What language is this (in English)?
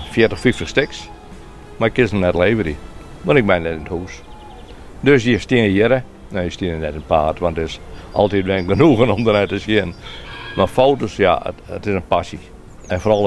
Western Frisian